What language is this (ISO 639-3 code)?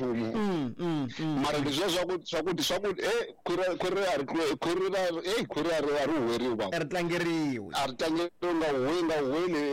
tso